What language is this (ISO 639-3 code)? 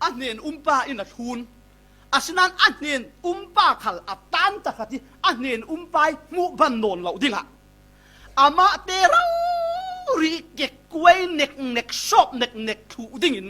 cfm